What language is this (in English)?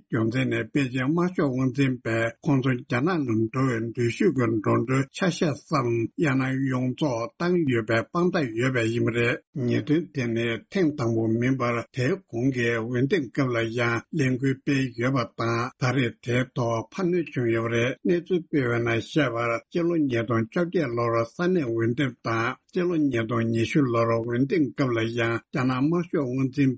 Tibetan